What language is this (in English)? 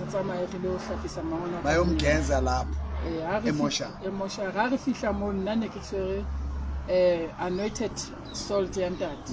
Southern Sotho